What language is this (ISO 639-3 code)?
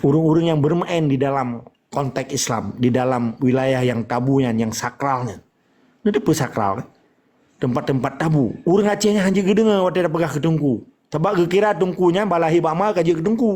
ace